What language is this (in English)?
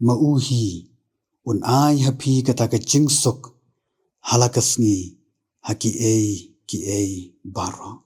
Khasi